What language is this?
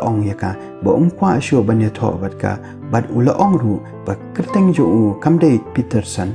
Khasi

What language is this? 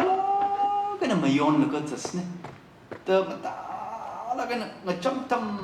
Tangkhul Naga (India)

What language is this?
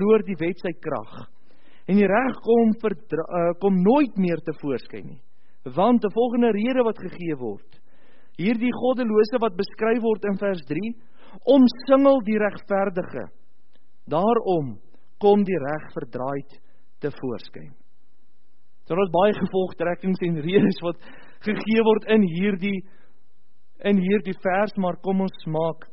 Afrikaans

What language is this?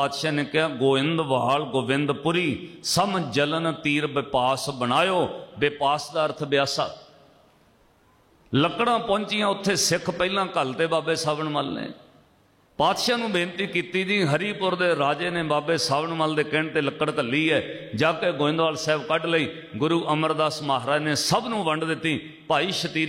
Punjabi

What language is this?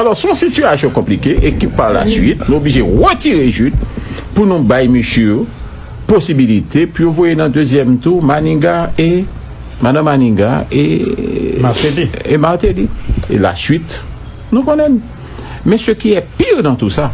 Haitian Creole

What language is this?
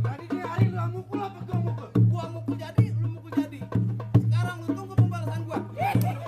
Betawi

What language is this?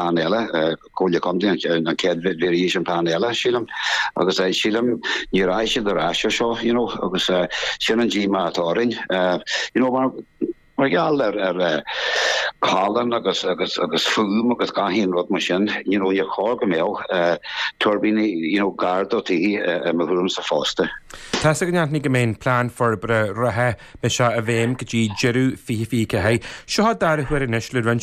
Irish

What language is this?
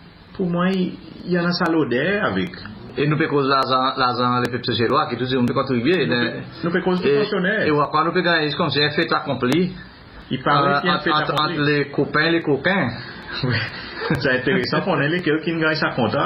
Seselwa Creole French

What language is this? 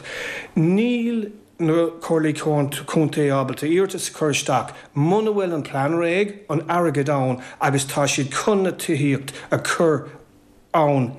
Irish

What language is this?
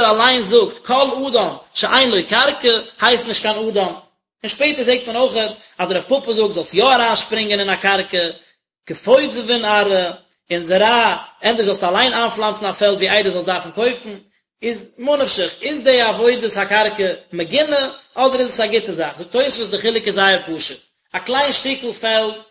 Yiddish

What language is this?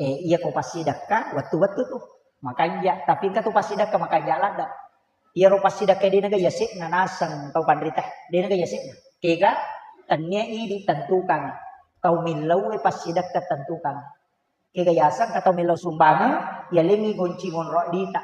Buginese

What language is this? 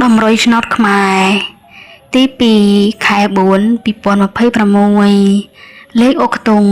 Khmer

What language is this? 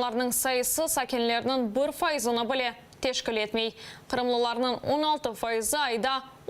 Crimean Tatar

